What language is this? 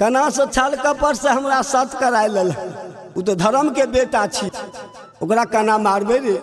Maithili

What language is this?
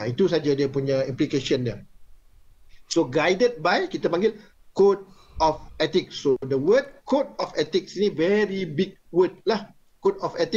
Malay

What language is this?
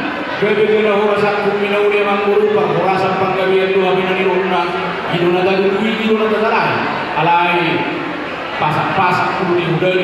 Batak Toba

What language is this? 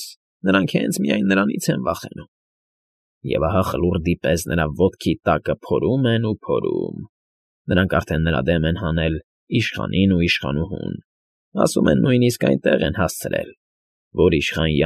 Armenian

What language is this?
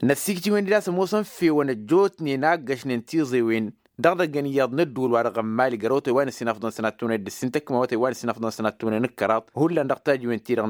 Tamasheq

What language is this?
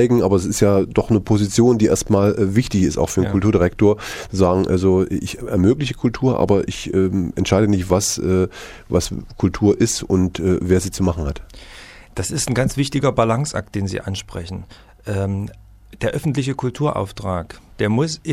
German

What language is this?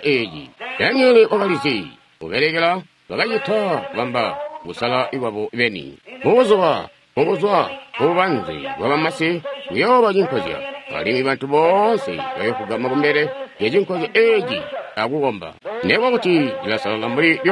Tonga (Zambia)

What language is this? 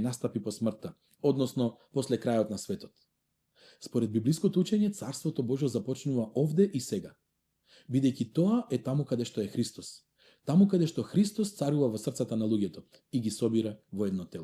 Macedonian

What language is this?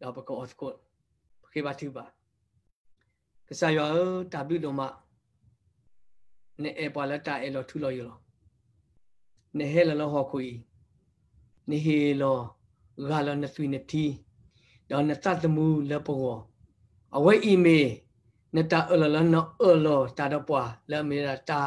S'gaw Karen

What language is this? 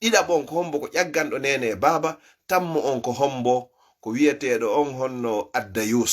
Fula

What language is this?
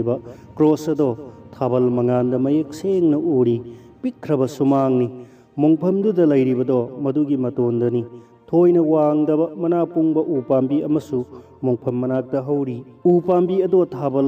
Manipuri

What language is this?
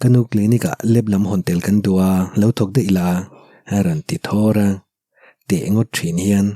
Mizo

